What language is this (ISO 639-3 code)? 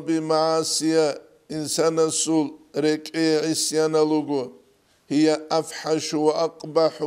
ava